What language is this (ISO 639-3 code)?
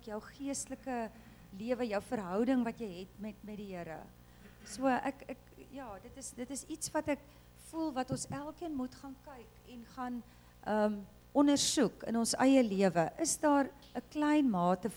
afr